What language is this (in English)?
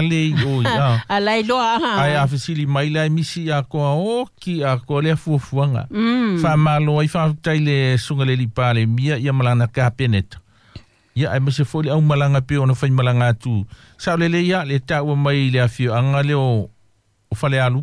Samoan